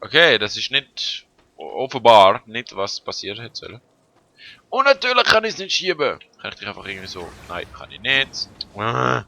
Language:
Swiss German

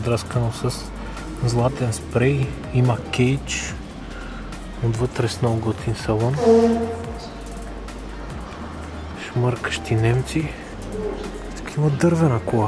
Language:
Bulgarian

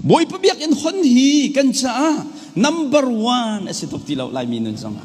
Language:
Hakha Chin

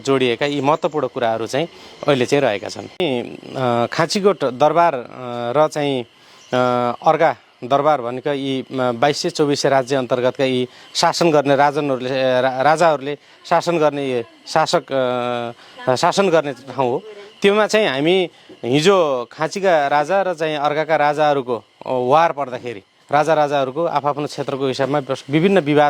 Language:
Nepali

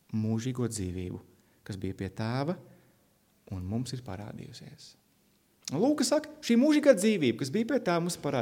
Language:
Latvian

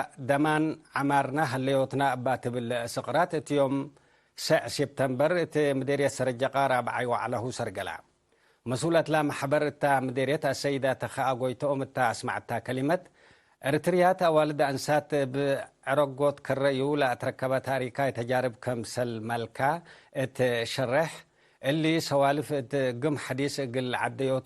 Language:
Tigre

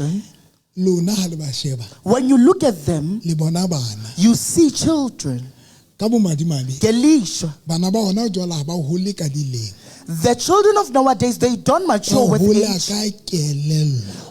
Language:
Southern Sotho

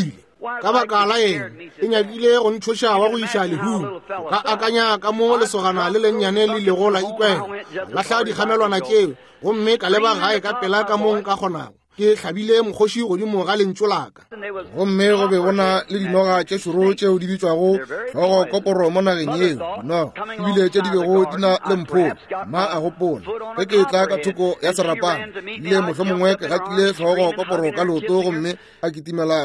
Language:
Northern Sotho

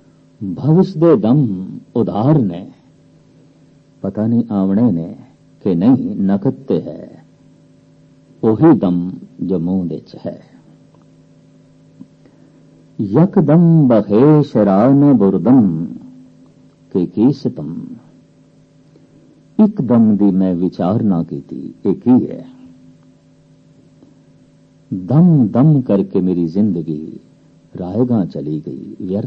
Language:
Punjabi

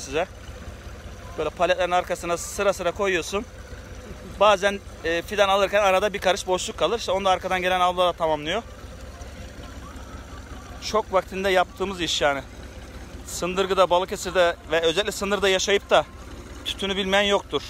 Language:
Turkish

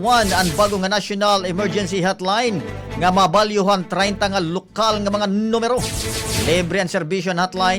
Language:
Waray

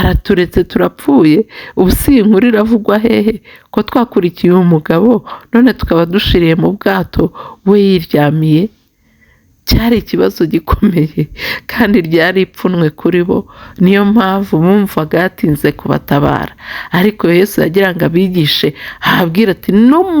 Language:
Kinyarwanda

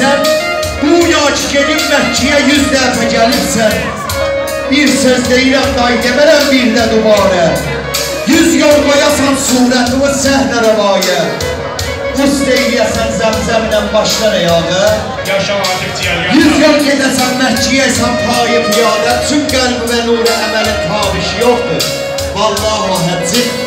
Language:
South Azerbaijani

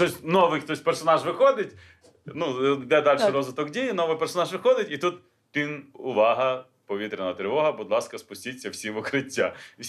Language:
Ukrainian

